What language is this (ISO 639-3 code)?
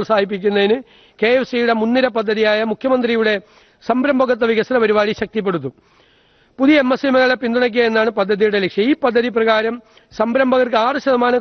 mal